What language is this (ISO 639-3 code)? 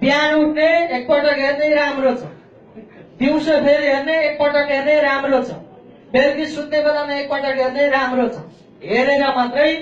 nep